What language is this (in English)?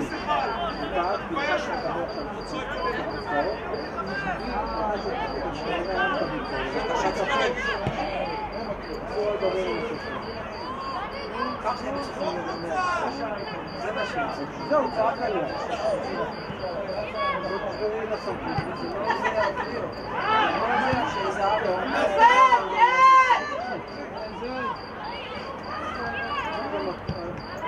Hebrew